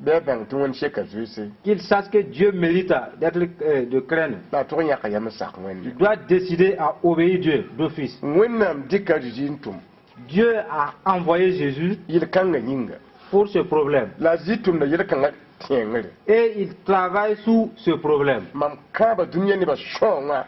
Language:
Mossi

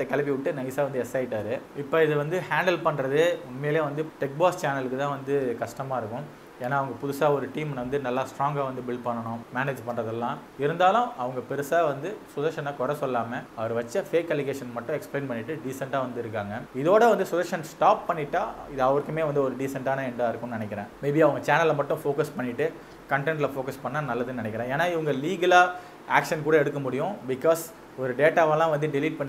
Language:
Tamil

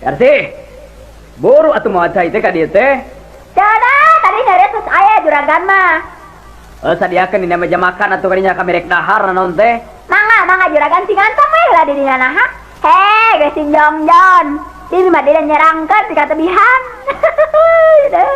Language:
Sundanese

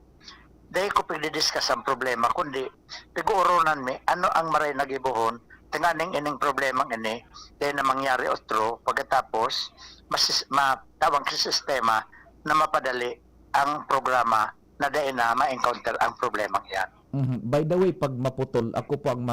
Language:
Bikol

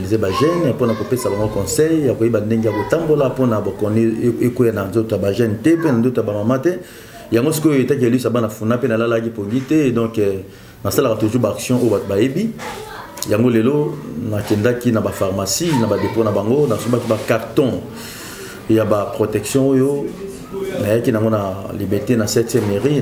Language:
Lingala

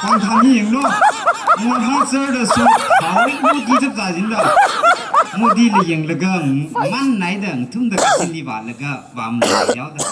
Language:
Tangkhul Naga (India)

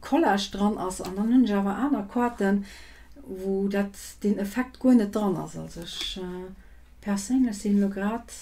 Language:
Luxembourgish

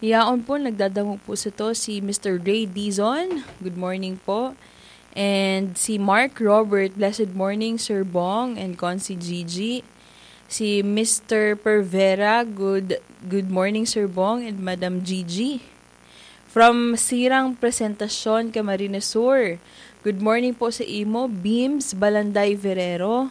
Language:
Bikol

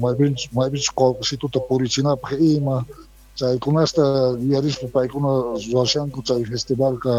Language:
Quechua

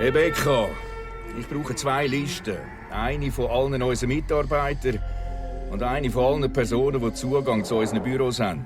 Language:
Swiss German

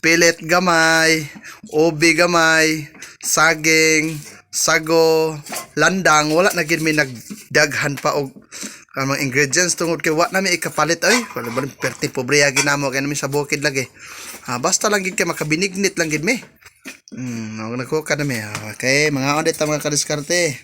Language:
Cebuano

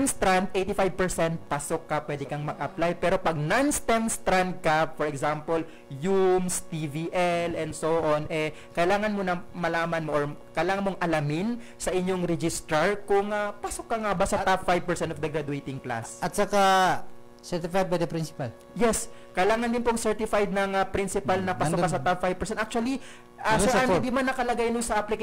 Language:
Filipino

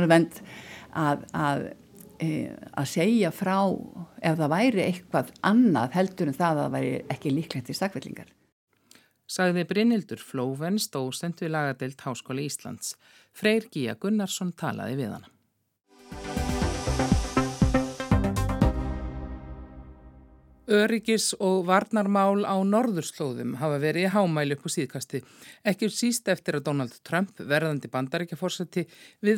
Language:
Icelandic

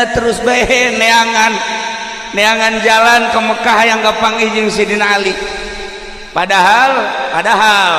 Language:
Sundanese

